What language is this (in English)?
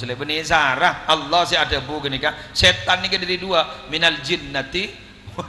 Madurese